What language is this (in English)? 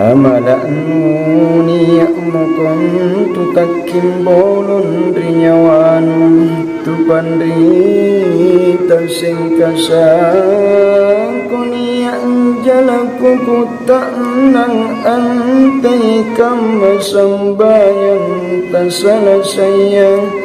Makasar